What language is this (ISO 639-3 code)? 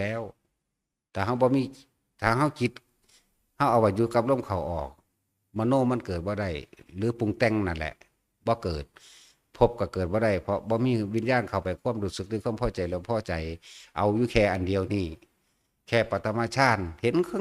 tts